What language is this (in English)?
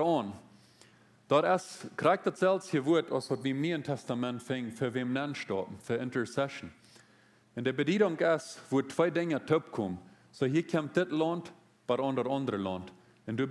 Plautdietsch